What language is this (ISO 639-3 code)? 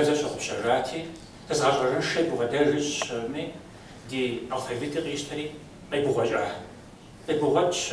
kbd